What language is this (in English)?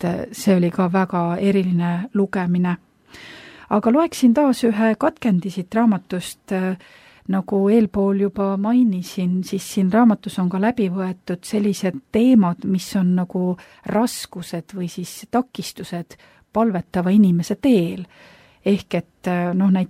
Estonian